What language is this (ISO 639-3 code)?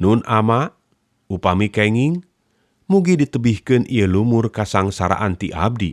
sun